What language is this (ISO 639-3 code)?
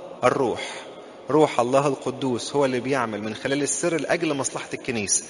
arz